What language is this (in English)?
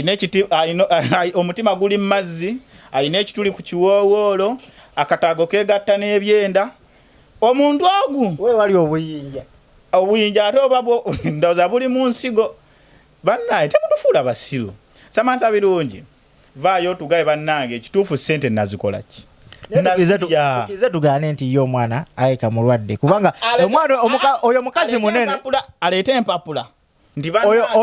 Ganda